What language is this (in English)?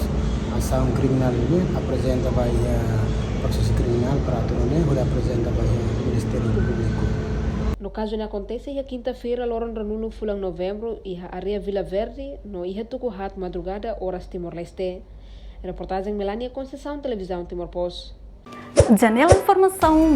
Tetum